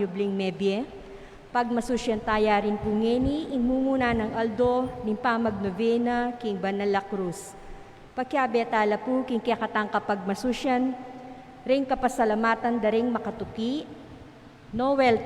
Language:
Pampanga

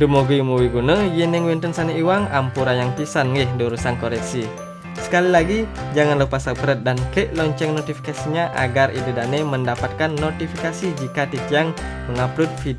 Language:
Balinese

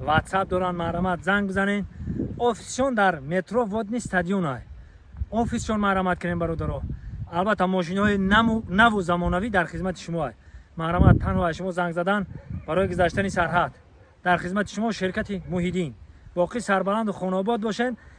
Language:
Tajik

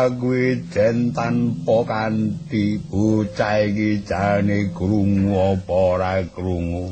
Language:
Javanese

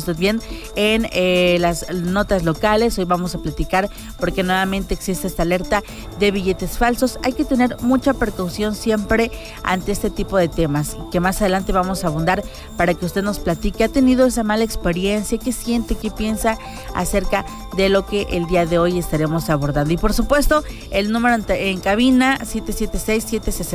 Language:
Spanish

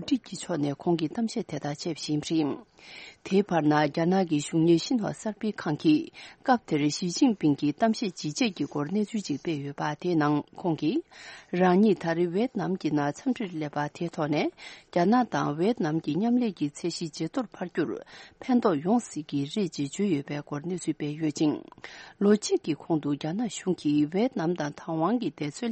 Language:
Tibetan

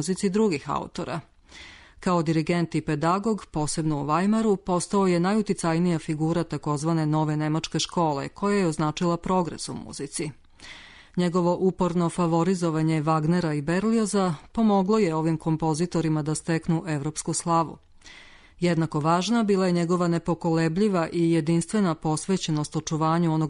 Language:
Serbian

